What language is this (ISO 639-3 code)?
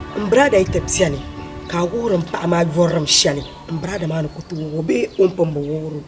dag